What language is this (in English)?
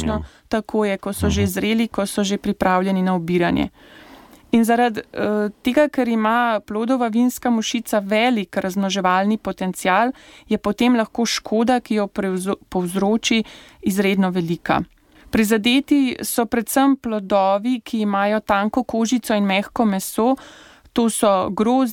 Slovenian